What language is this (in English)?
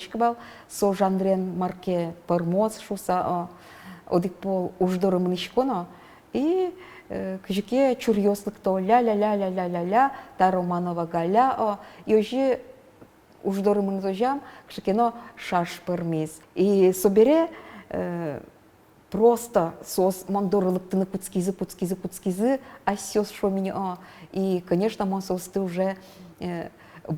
Udmurt